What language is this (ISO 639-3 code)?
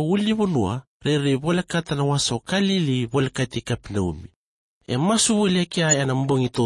fij